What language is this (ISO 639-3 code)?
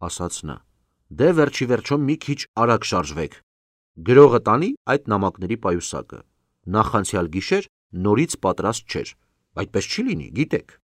hye